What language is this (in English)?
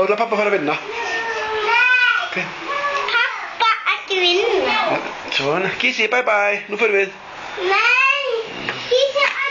Icelandic